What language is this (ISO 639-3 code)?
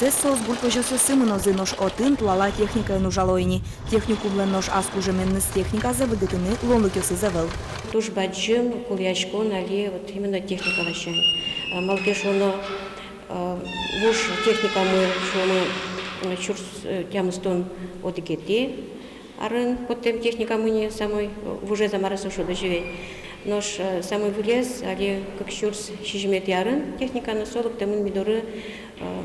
udm